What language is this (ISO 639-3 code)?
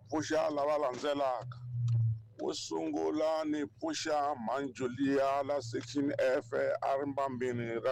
tso